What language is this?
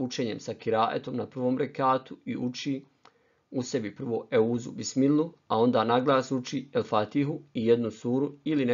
Bosnian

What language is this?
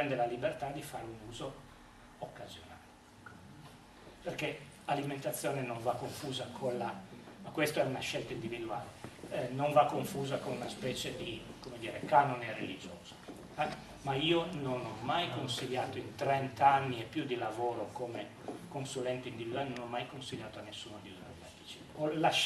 Italian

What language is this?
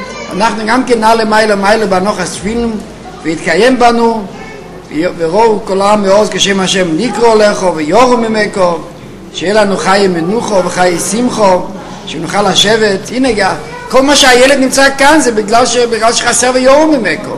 Hebrew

